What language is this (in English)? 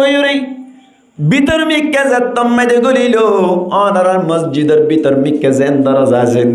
Rohingya